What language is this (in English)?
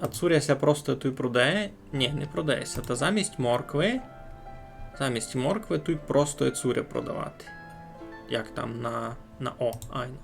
Rusyn